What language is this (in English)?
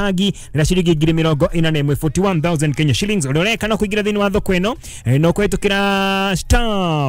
Kikuyu